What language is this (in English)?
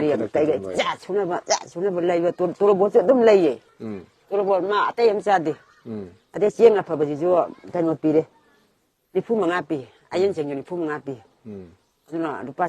Manipuri